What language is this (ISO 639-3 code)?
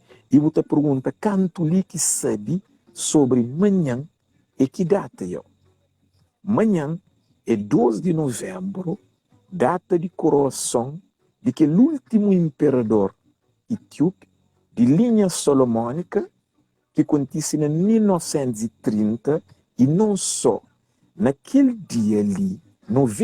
kea